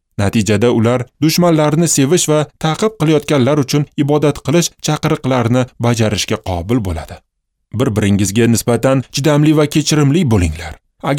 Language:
Uzbek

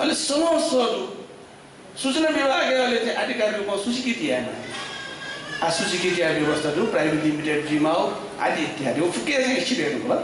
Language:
Newari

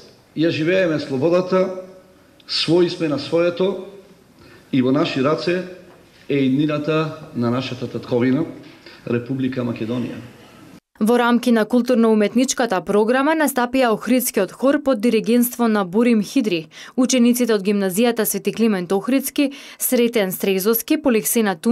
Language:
Macedonian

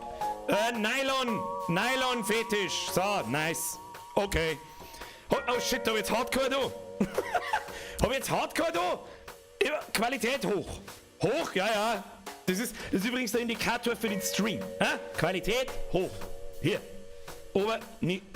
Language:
Bavarian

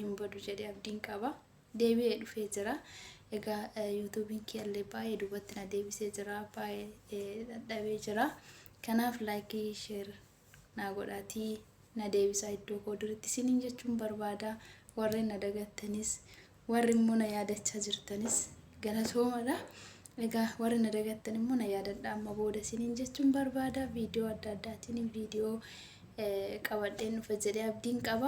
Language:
Oromo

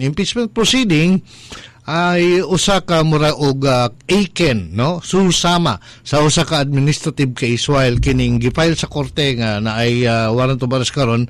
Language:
Cebuano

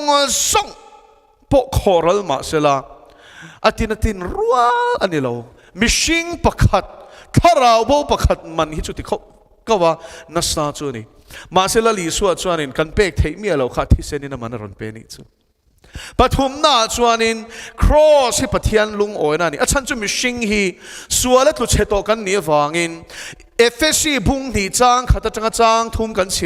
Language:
Mizo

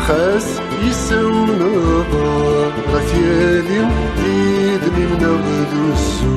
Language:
Kabyle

